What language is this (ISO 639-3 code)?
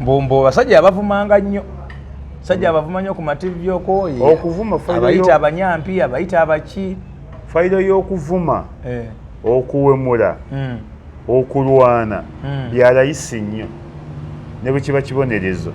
lug